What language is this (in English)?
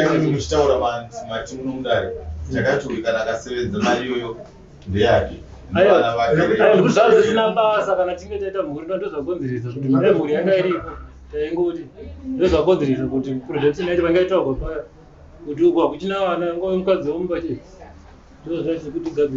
Shona